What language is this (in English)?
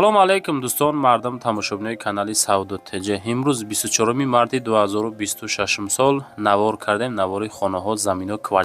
Tajik